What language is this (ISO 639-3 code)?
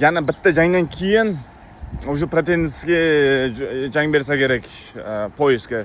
uzb